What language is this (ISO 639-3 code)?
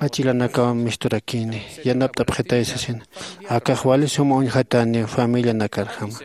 aym